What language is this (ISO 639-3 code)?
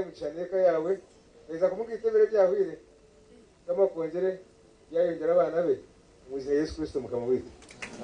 nyn